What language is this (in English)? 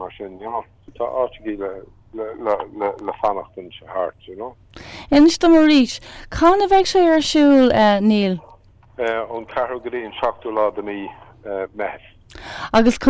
Irish